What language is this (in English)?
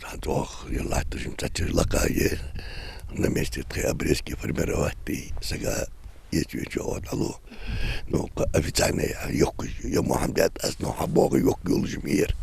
Ingush